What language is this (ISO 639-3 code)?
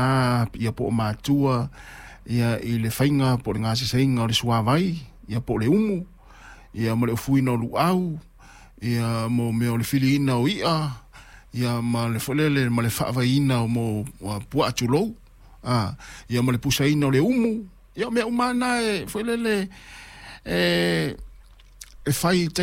smo